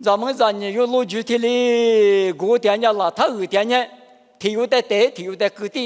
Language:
Lisu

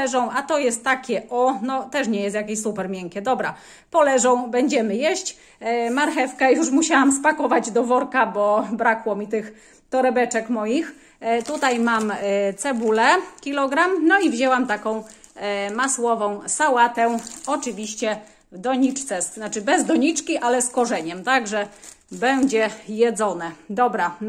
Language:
Polish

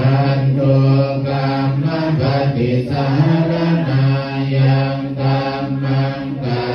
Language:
Pali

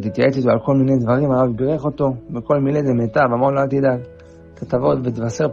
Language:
Hebrew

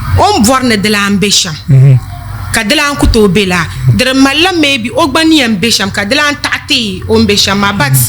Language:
Dagbani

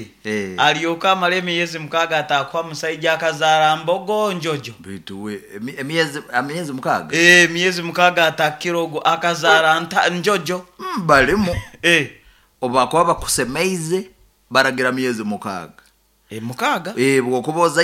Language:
Nyoro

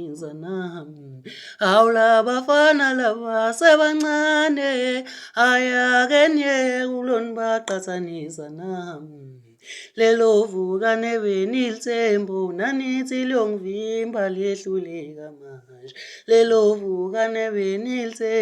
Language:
Zulu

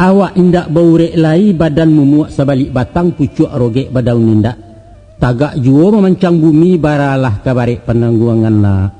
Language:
Minangkabau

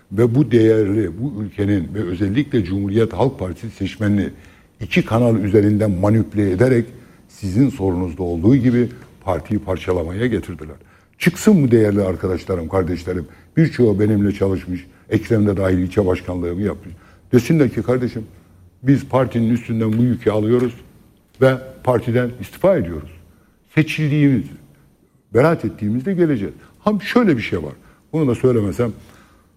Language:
Turkish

